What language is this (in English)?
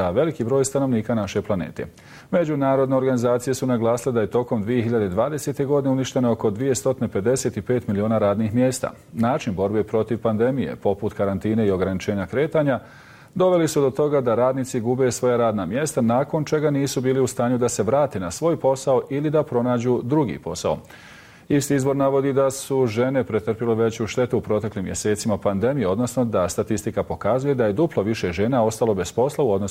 Bosnian